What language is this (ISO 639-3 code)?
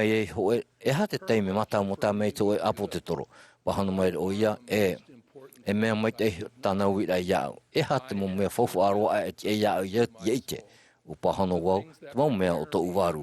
tah